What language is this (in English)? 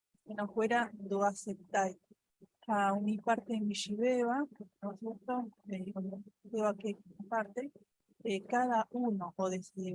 Guarani